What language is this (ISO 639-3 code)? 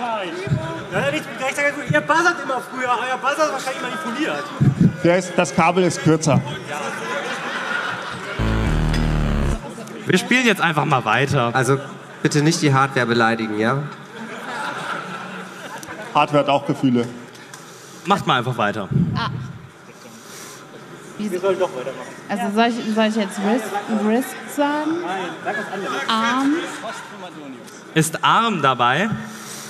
deu